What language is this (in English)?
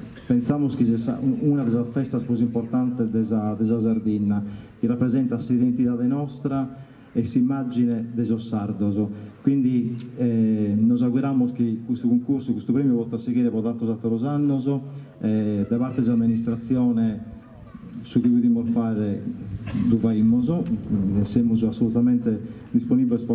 Sardinian